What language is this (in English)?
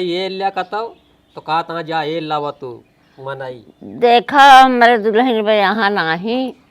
Awadhi